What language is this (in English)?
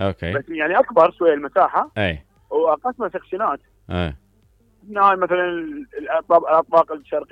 Mesopotamian Arabic